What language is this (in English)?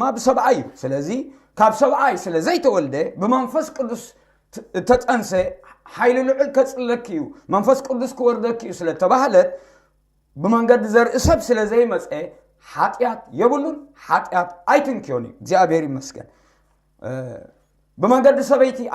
Tigrinya